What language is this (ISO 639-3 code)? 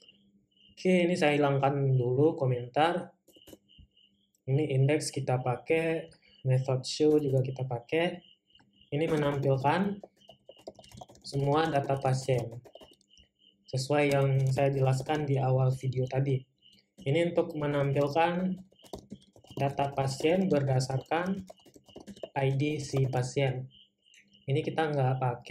ind